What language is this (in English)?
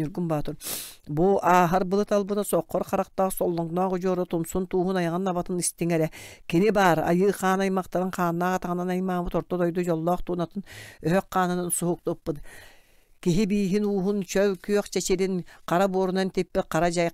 Yakut